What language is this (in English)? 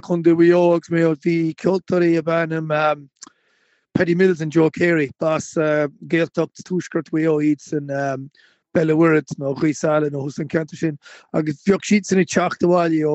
Irish